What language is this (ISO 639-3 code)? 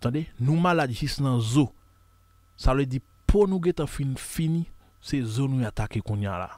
hat